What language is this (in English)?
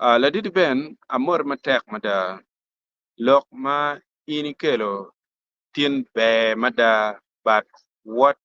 Acoli